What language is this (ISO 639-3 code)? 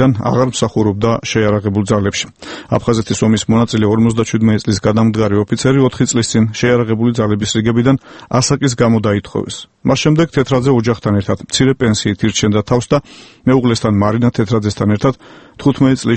kat